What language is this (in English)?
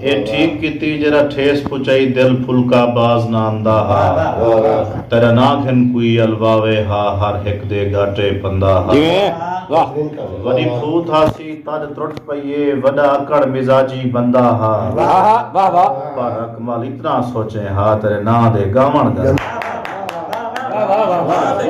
Saraiki